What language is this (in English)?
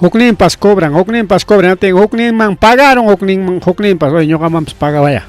Ayacucho Quechua